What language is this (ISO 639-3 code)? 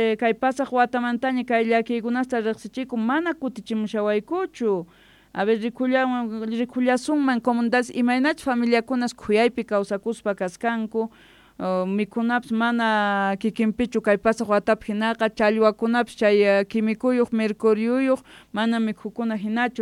quh